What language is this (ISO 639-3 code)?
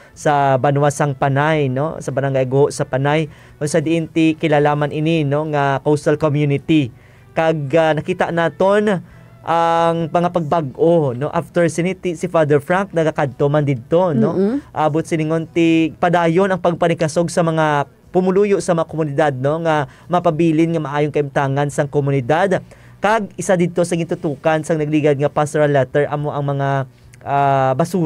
hil